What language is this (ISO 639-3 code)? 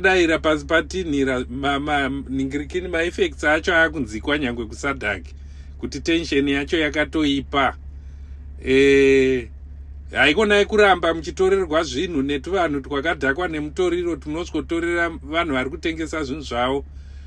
sna